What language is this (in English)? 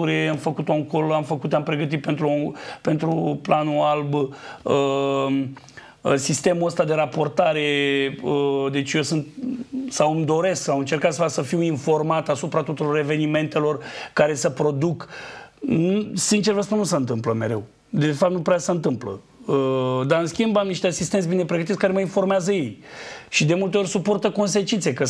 Romanian